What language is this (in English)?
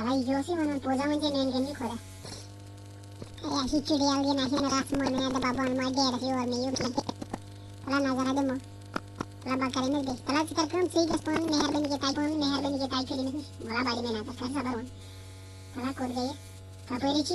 Kashmiri